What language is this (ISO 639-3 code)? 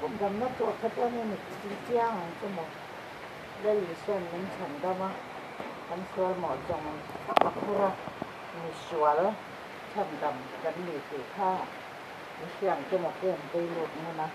lus